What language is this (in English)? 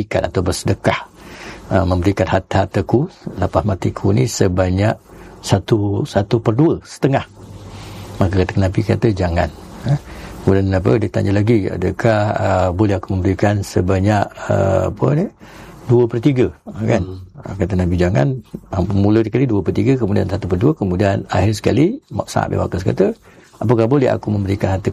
Malay